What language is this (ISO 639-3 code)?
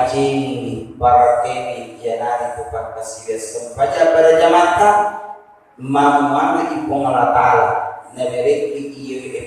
bug